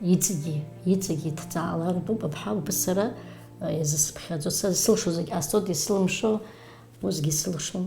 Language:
Abkhazian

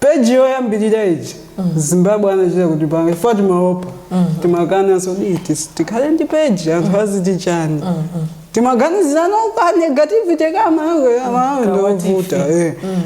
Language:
Nyanja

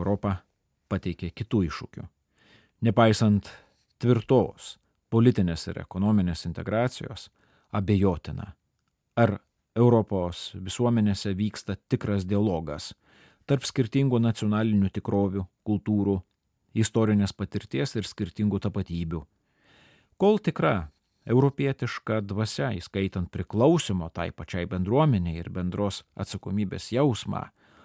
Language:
Lithuanian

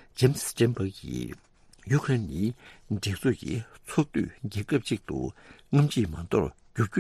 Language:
Tibetan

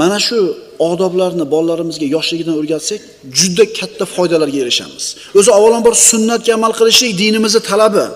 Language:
Uzbek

